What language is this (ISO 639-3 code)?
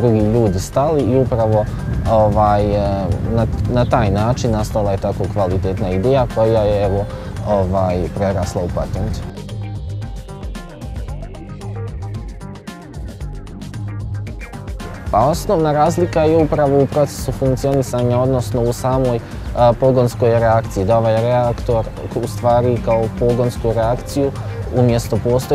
bos